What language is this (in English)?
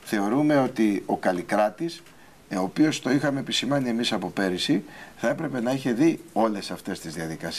Greek